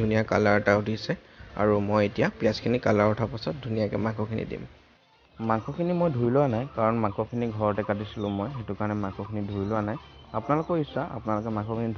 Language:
Assamese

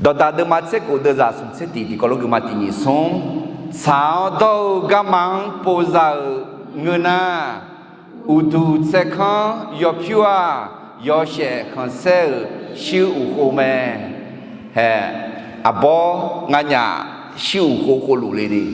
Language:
Akha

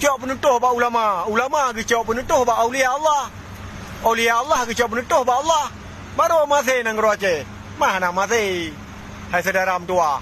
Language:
Achinese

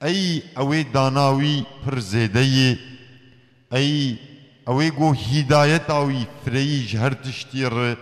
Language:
Kurdish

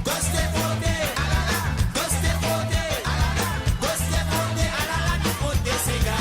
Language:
Morisyen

